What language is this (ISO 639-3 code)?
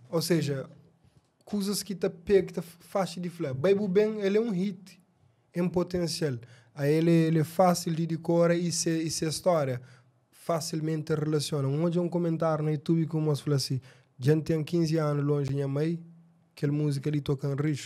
kea